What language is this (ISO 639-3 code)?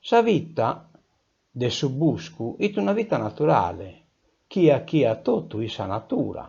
srd